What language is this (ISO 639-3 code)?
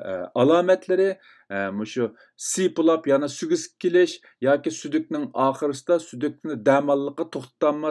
uig